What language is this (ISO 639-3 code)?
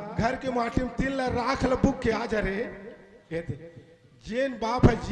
hne